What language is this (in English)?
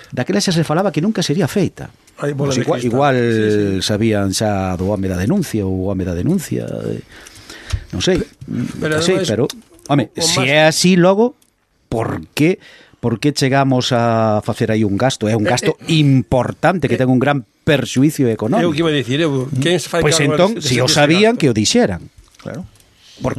Galician